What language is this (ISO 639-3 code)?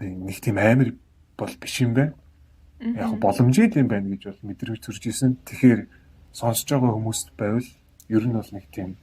mon